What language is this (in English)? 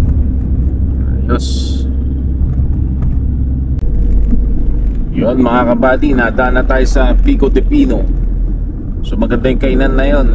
Filipino